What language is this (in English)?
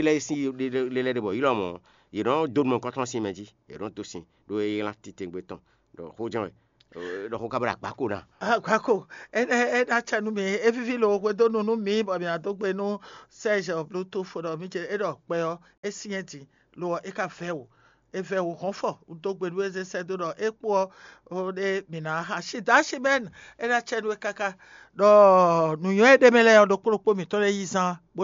Fon